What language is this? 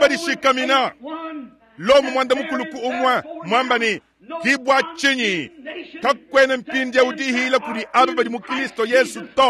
Luba-Lulua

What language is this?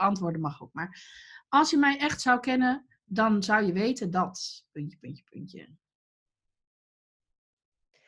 Dutch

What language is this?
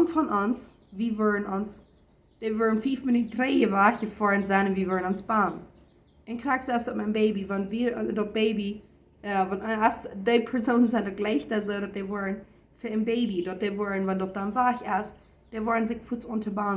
Plautdietsch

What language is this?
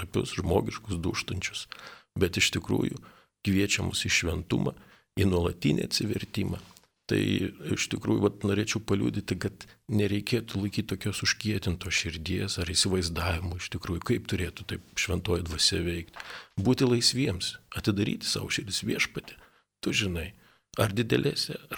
Lithuanian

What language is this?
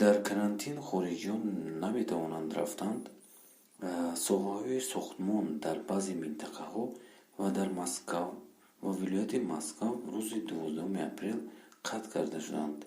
Tajik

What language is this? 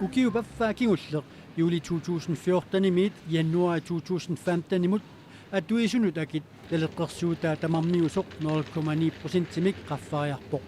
Kalaallisut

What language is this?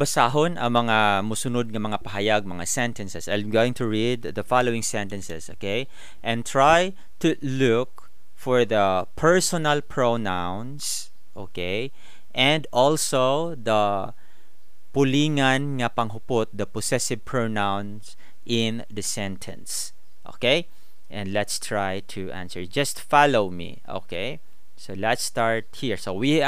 Cebuano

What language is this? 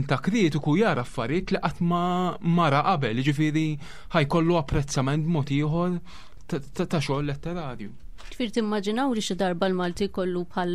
Maltese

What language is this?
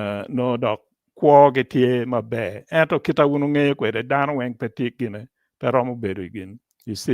Acoli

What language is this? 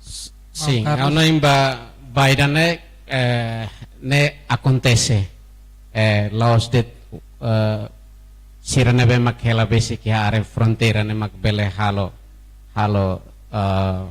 Tetum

